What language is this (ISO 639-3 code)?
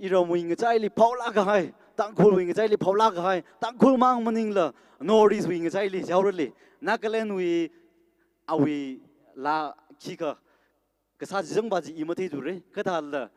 nmf